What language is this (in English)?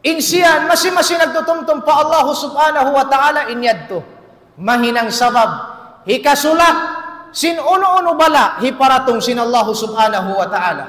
Tausug